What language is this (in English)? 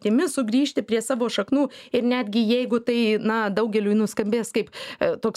Lithuanian